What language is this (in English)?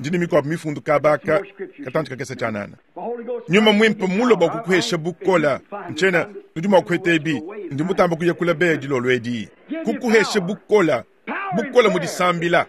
Luba-Lulua